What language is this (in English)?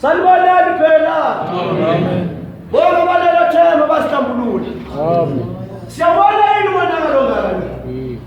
Zulu